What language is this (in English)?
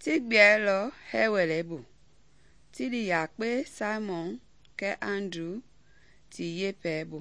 Mende